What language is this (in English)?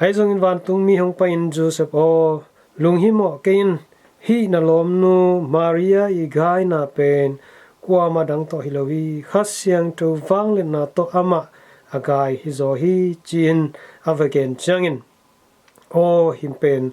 Tedim Chin